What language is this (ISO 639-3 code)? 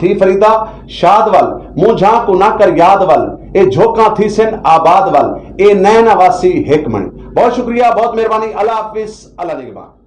skr